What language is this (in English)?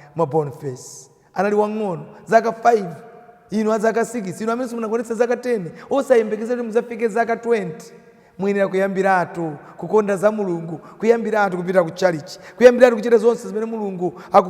Nyanja